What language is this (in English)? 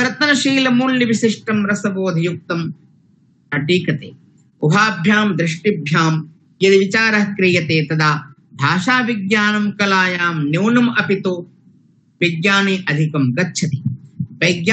Sanskrit